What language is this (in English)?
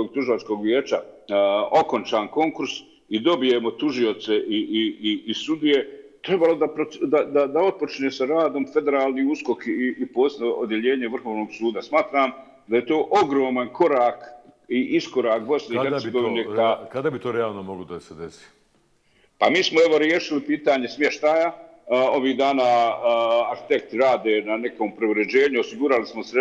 Bosnian